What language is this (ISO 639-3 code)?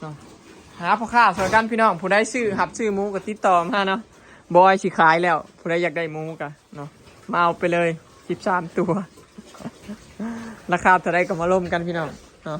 lao